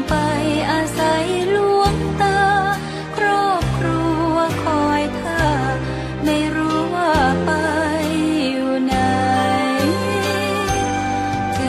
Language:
Thai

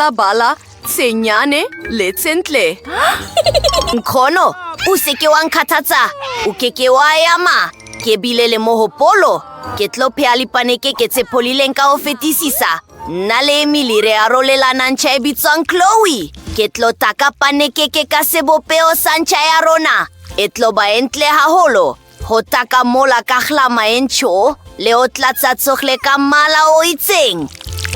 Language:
Southern Sotho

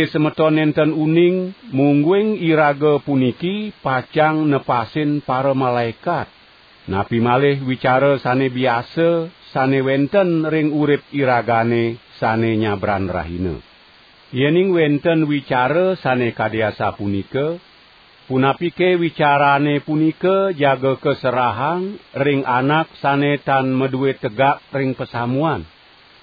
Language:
Balinese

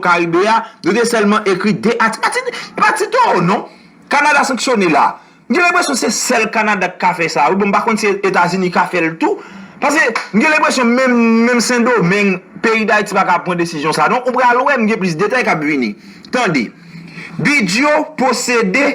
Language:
Haitian Creole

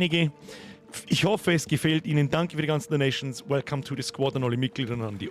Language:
Bavarian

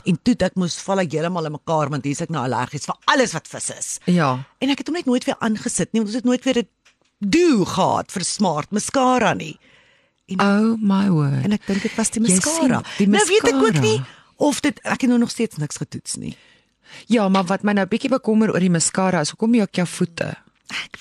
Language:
Afrikaans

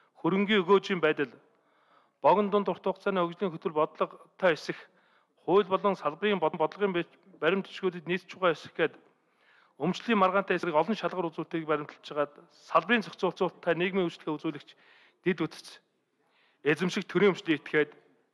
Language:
Mongolian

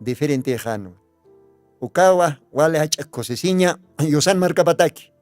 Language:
Aymara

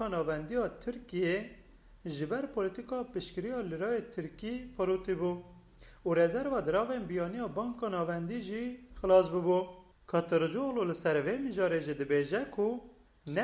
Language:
Kurdish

